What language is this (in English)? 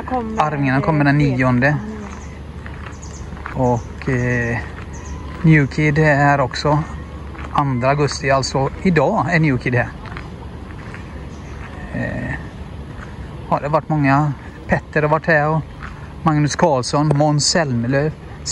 Swedish